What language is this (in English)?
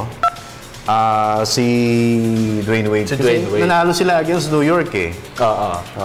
Filipino